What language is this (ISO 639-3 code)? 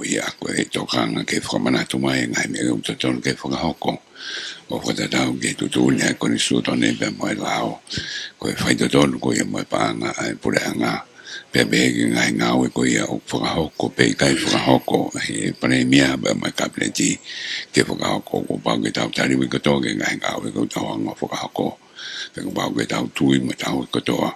ton